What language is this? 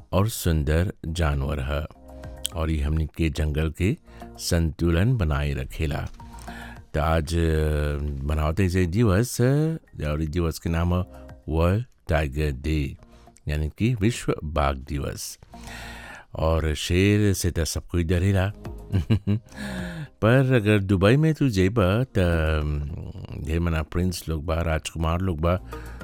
Bhojpuri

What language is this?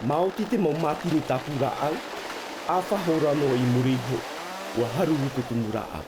Tahitian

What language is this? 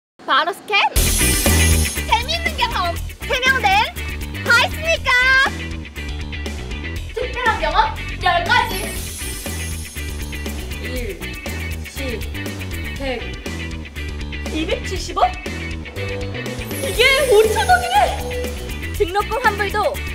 Korean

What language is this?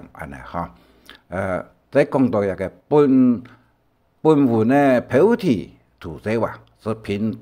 Hakka Chinese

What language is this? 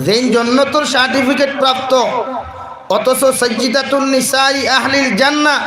Sylheti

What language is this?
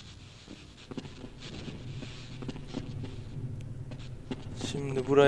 Turkish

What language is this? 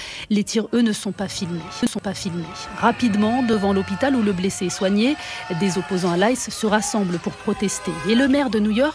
French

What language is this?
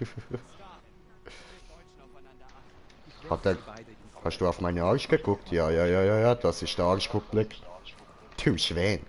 Swiss German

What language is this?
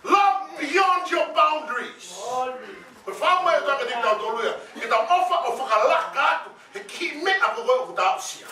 Tongan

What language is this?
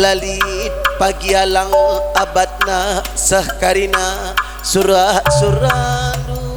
Batak Karo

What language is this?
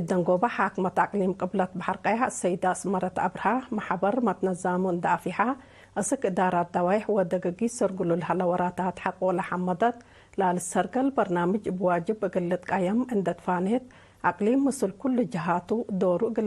Tigre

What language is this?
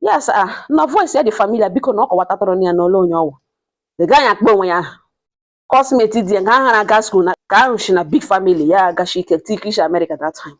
Igbo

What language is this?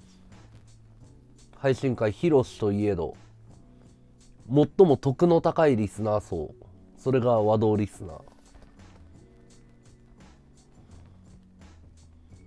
Japanese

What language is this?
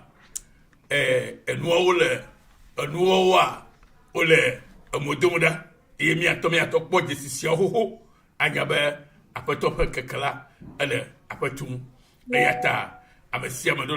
Ewe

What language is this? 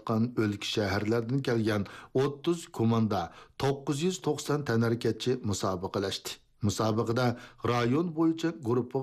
Uyghur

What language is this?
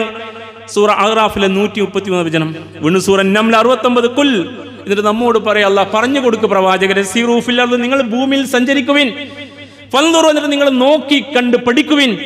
Malayalam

